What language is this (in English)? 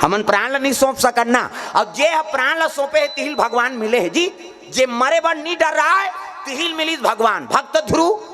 Chhattisgarhi